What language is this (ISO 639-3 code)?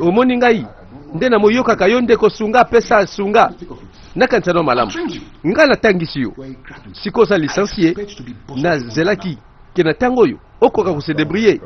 lin